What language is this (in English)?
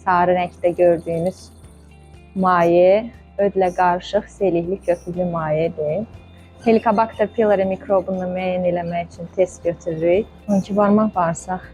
Azerbaijani